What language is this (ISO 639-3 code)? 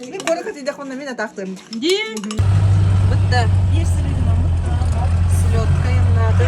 sah